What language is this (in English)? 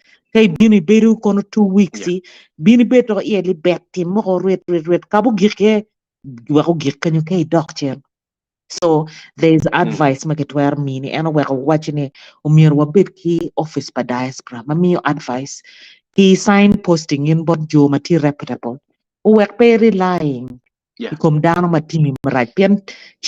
Acoli